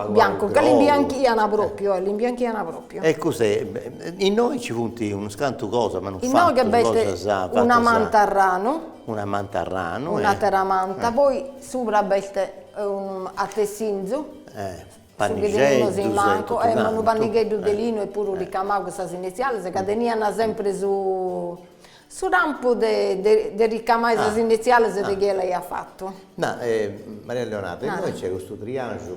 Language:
Sardinian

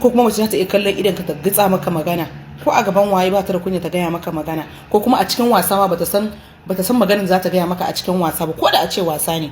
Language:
Hausa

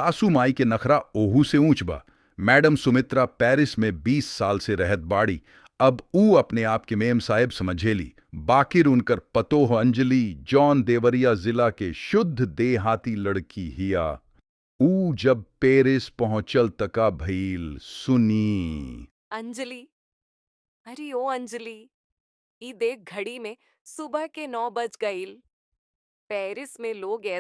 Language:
Bhojpuri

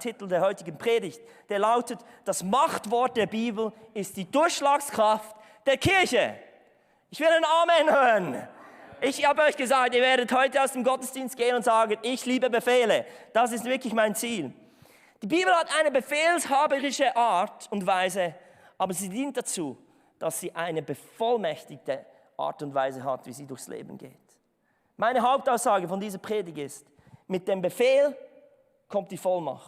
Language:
Swiss German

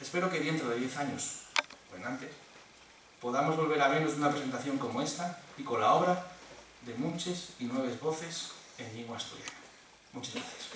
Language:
Asturian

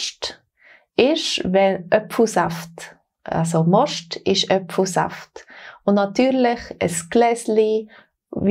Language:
Swiss German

